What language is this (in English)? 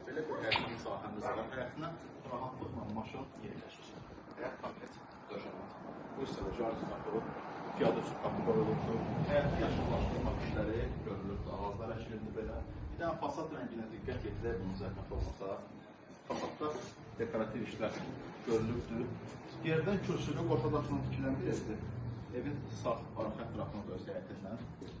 Azerbaijani